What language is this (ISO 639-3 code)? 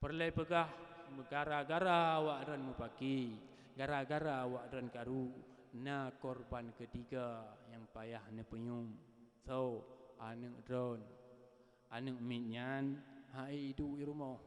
ace